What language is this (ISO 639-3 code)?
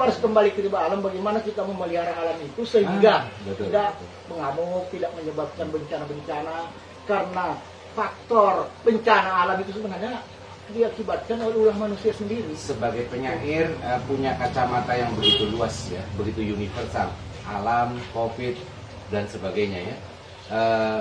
ind